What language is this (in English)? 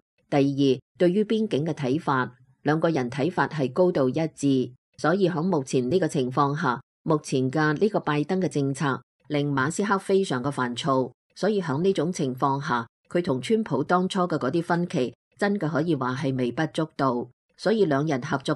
Cantonese